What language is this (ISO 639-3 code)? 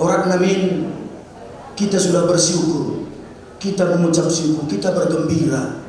btx